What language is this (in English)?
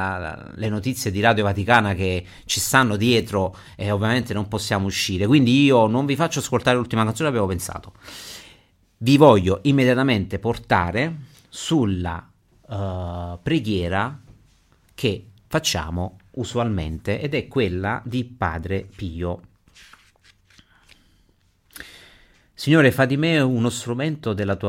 Italian